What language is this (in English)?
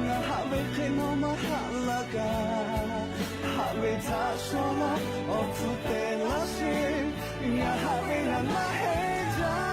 Lahu